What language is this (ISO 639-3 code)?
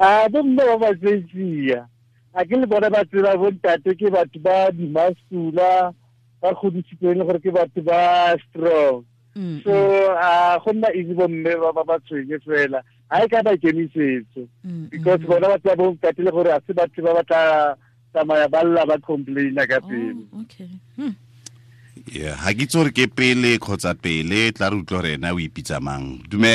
tsn